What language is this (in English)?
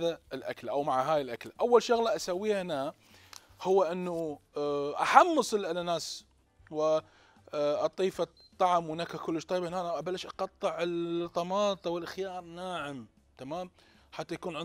Mesopotamian Arabic